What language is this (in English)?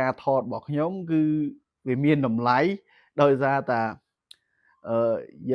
Khmer